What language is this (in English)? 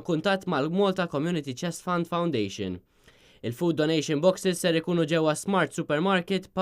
Maltese